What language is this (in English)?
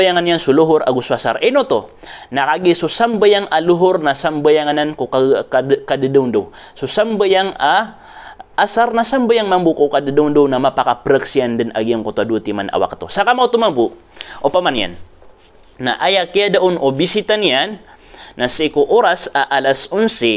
Maranao